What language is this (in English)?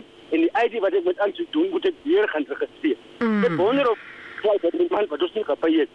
Afrikaans